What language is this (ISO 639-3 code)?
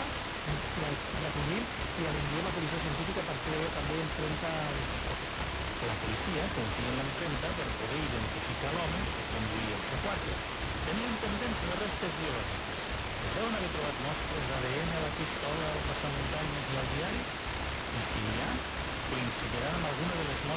cat